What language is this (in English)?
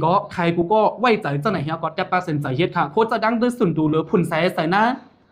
Shan